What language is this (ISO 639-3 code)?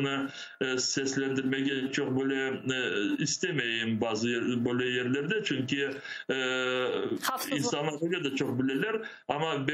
crh